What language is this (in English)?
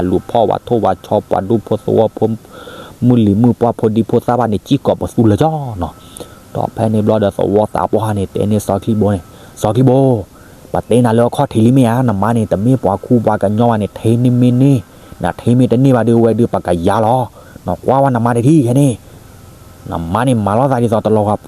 S'gaw Karen